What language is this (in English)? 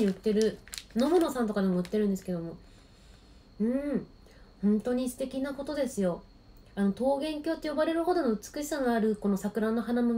Japanese